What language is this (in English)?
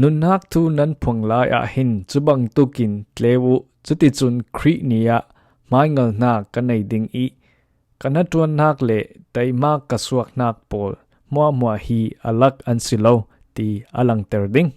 Falam Chin